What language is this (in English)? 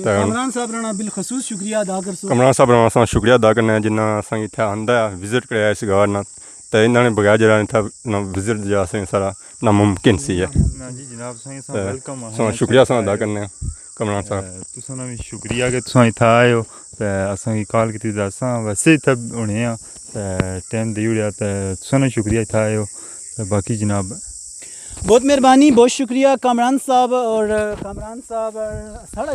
Pahari-Potwari